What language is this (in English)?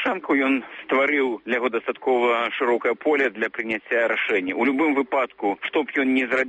Belarusian